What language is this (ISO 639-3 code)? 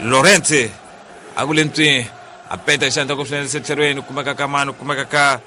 tso